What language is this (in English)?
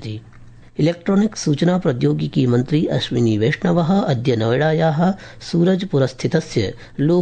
Sanskrit